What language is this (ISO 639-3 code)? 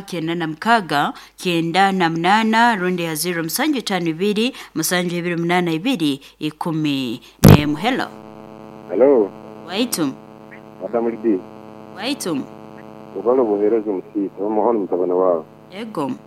nyo